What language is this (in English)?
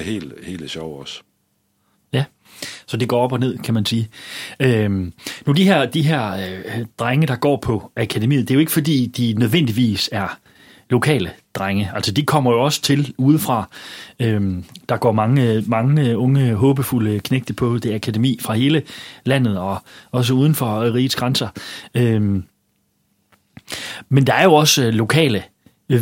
Danish